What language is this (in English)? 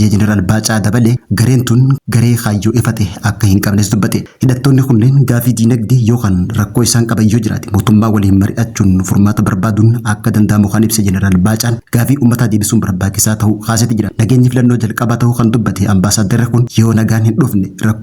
Oromo